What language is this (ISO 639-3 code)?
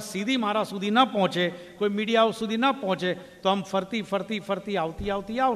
guj